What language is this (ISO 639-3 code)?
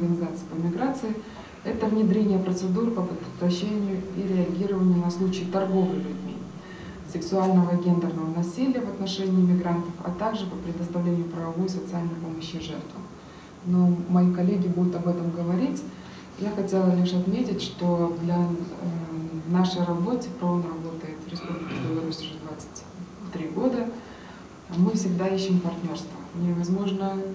rus